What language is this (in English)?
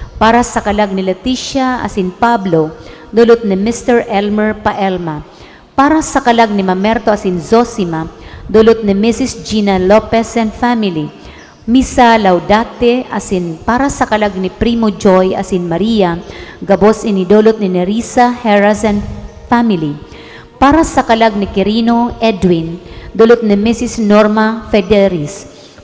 Bikol